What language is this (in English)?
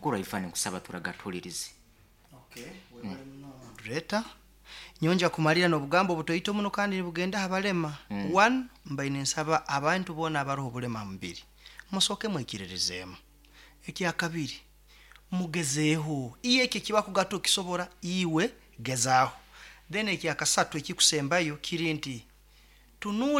Nyankole